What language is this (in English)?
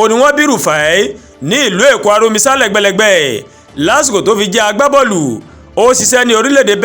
Yoruba